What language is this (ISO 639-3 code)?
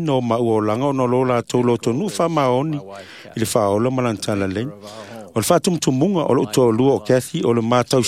smo